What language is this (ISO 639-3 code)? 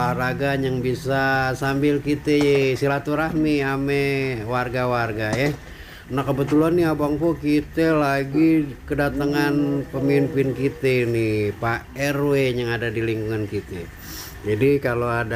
bew